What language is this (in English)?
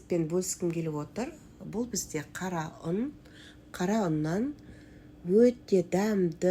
Kazakh